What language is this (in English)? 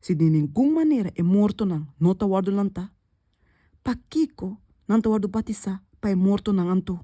Papiamento